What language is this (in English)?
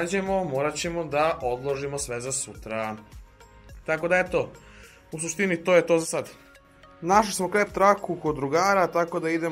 Serbian